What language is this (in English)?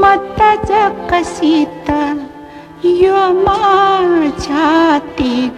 Newari